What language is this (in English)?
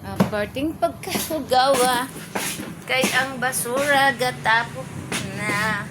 Cebuano